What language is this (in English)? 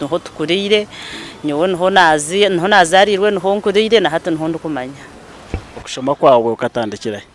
Nyankole